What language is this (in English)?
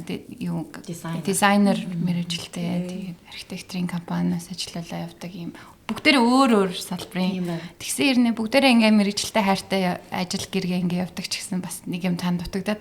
Mongolian